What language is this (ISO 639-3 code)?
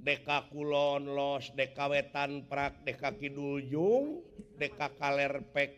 sun